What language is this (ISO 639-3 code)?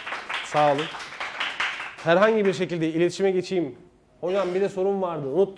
tur